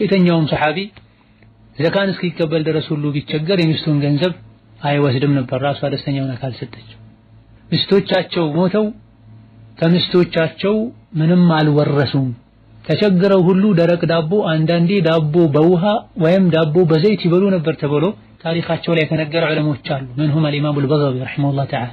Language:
Amharic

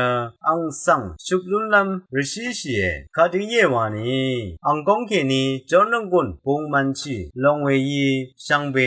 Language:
Rawang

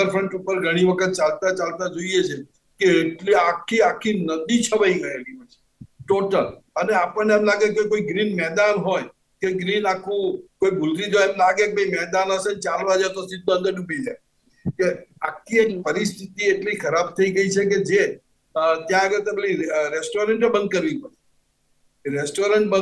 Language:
Gujarati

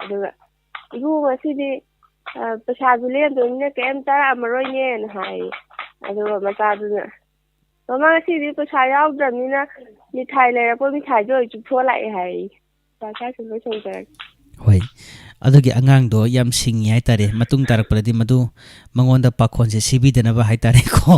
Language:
Manipuri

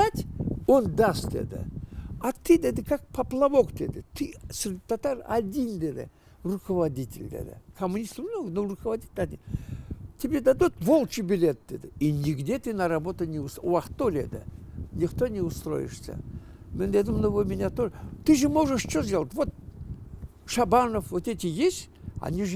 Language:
Crimean Tatar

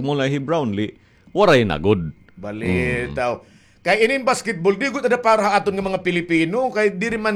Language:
Waray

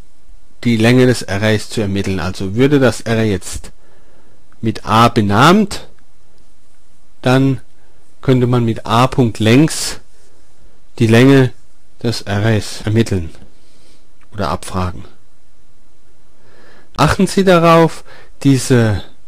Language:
German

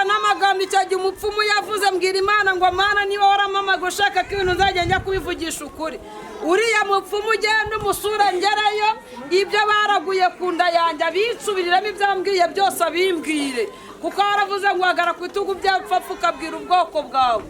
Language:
Kinyarwanda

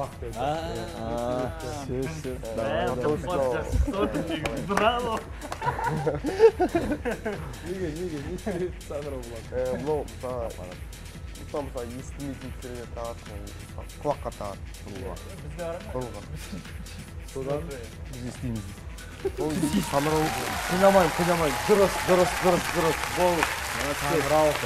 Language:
Kazakh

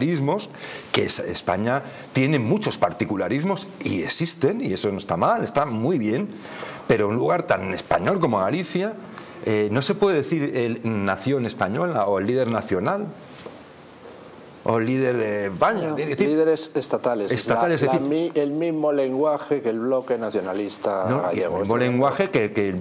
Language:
Spanish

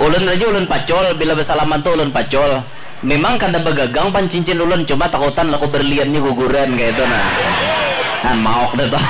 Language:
Banjar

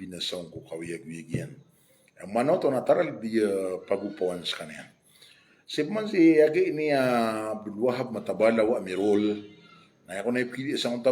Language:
Maranao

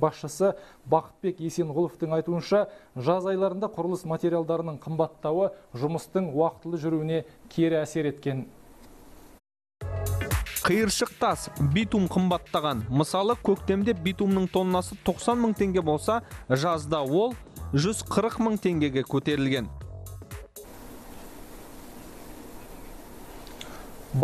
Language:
Kazakh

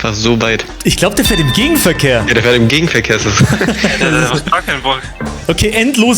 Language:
Swiss German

